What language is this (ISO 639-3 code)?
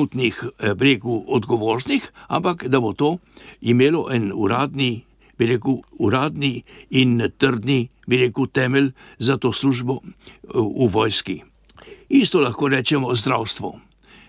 slv